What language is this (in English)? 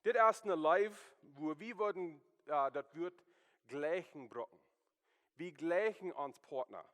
Plautdietsch